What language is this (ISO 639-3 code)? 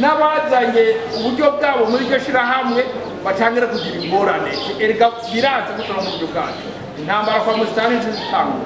run